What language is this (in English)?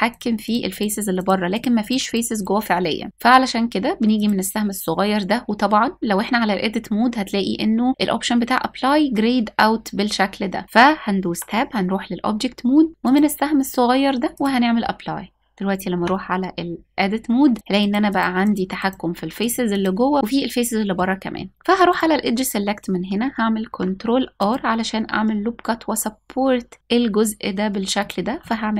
Egyptian Arabic